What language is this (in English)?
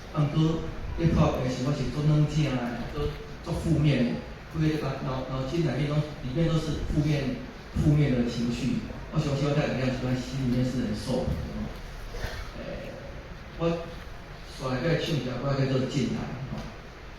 Min Nan Chinese